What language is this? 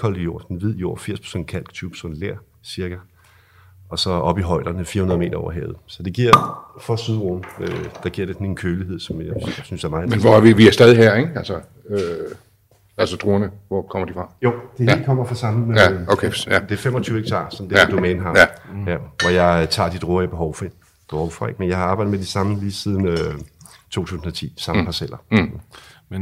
Danish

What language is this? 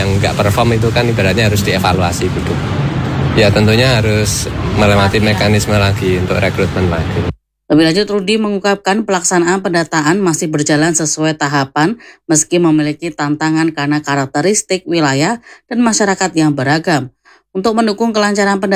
Indonesian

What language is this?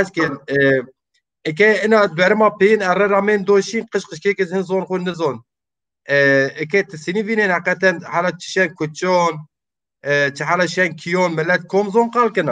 Zaza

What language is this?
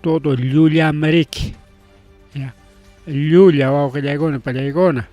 Ayacucho Quechua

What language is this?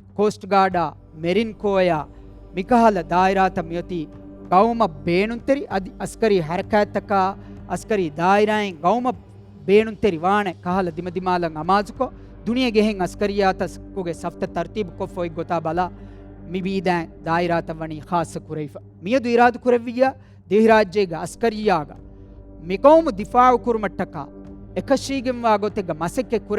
Divehi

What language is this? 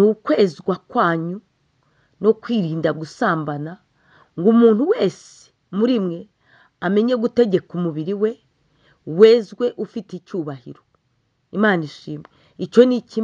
Kinyarwanda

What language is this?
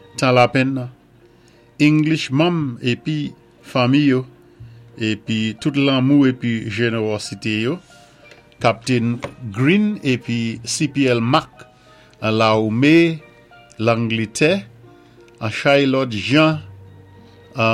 Saint Lucian Creole French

